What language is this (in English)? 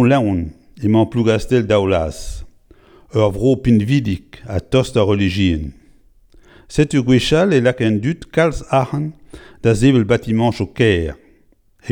Breton